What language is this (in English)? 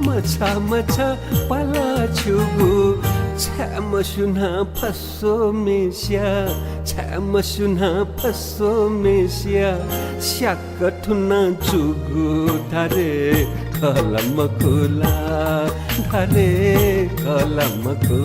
Newari